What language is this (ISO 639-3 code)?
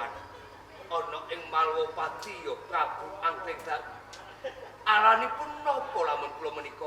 jav